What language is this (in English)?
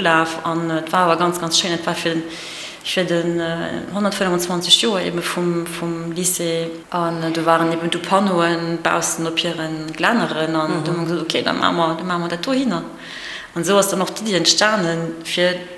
Luxembourgish